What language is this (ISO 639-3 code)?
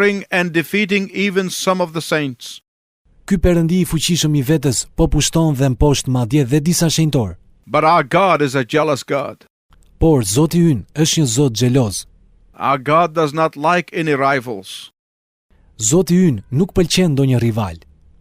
sqi